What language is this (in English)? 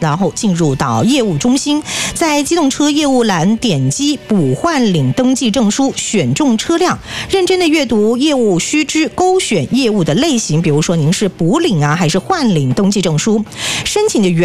Chinese